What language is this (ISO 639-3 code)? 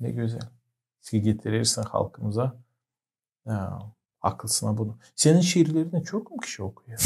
gag